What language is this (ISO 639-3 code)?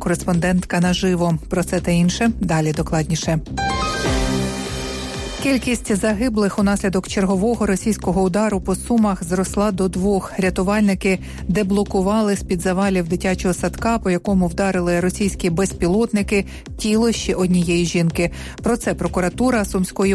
ukr